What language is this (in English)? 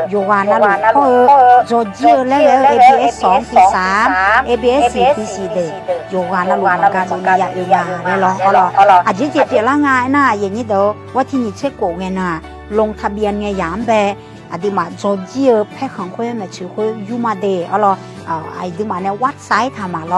Akha